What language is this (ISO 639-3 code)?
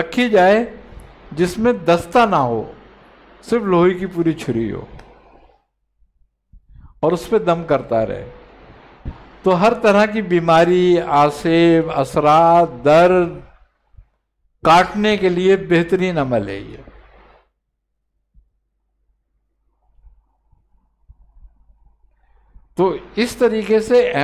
urd